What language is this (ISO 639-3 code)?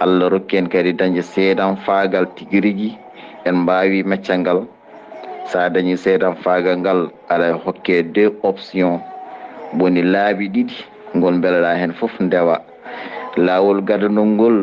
ful